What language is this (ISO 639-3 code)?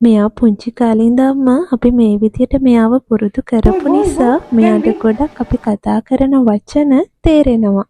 sin